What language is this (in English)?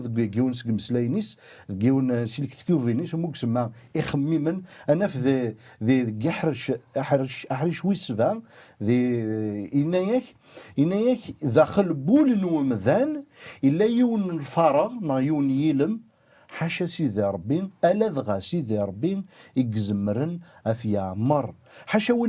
Kabyle